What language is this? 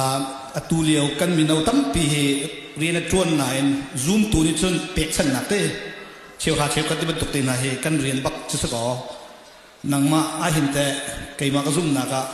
Hakha Chin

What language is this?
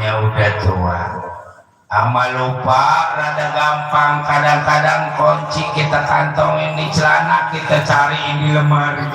Betawi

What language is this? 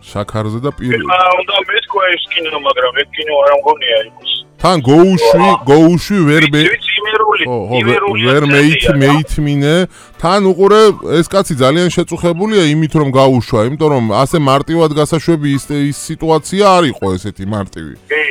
Georgian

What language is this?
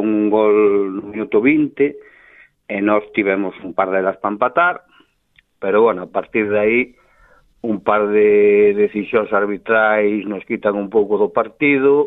Galician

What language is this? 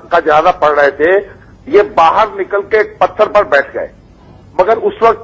Urdu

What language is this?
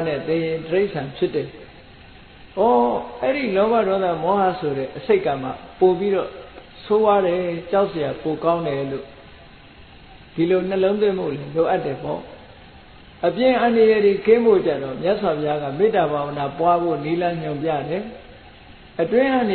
Burmese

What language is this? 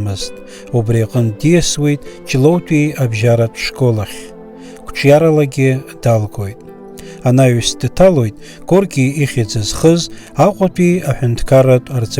Abkhazian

